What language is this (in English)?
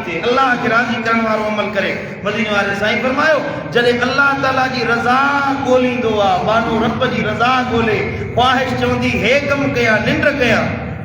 Sindhi